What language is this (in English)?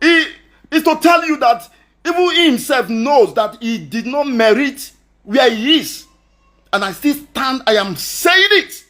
Nigerian Pidgin